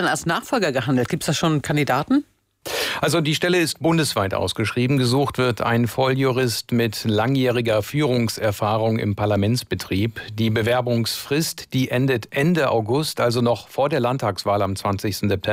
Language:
German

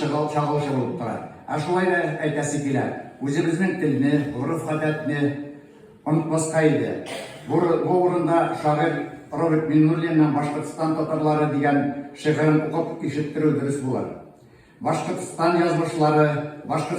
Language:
Tatar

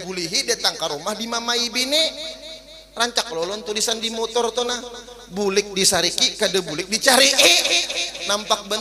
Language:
Banjar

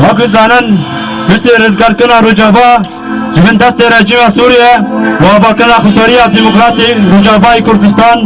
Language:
Kurdish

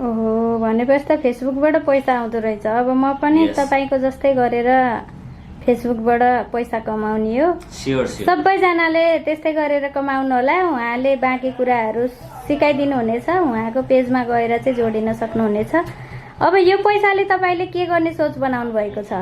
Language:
Nepali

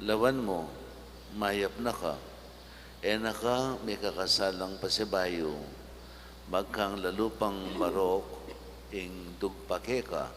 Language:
Pampanga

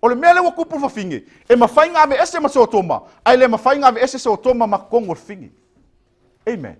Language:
Samoan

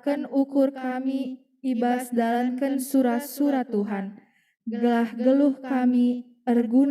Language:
Batak Karo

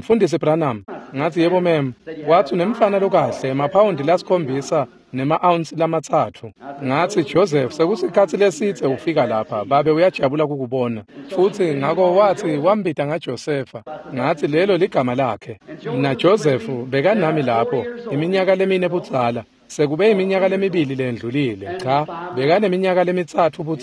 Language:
Swati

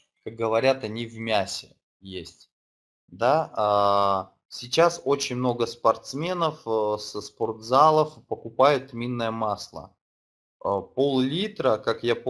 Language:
Russian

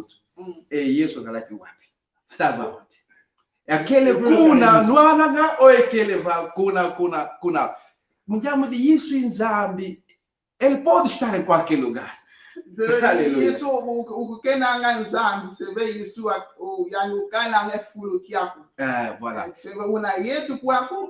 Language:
Kongo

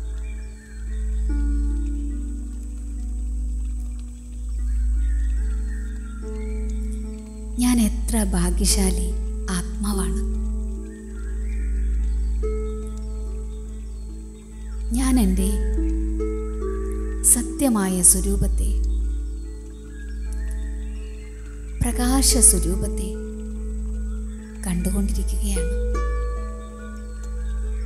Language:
Malayalam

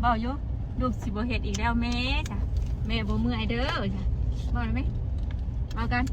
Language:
Northeastern Thai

